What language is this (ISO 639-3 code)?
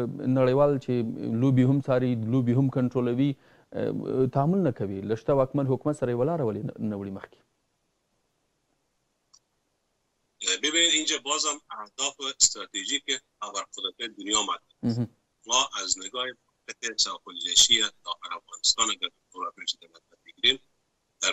fas